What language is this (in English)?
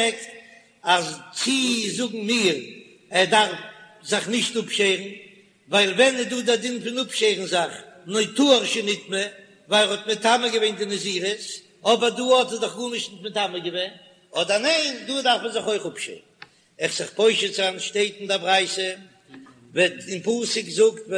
Yiddish